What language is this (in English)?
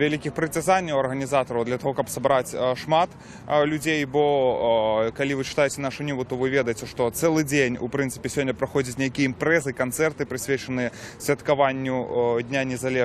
Belarusian